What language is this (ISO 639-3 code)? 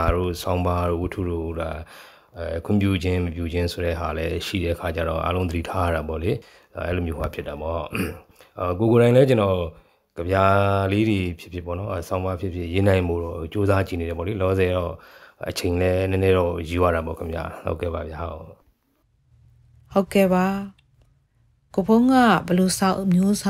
mya